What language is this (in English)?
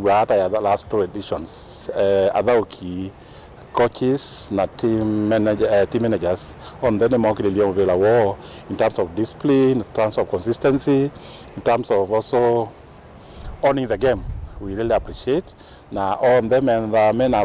Kamba